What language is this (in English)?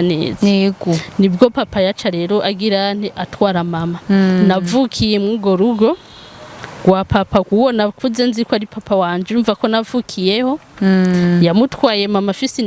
Rundi